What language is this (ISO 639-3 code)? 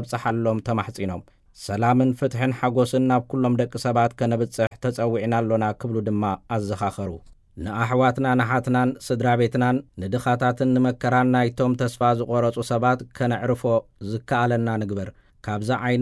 tir